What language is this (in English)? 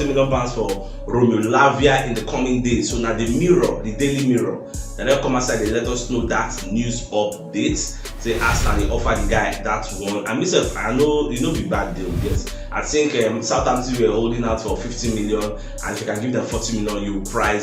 Nigerian Pidgin